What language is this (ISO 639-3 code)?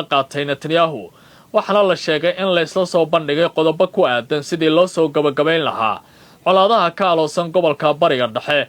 som